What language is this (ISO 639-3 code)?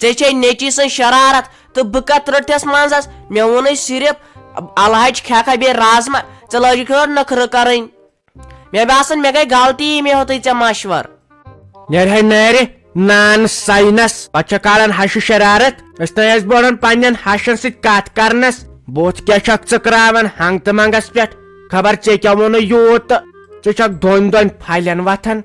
kas